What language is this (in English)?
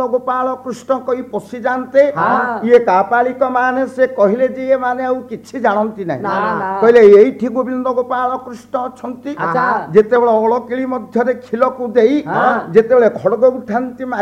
Odia